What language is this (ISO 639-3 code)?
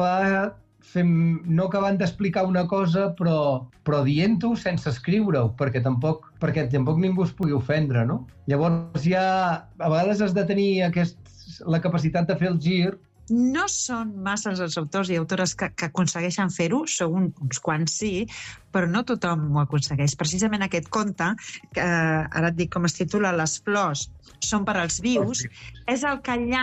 cat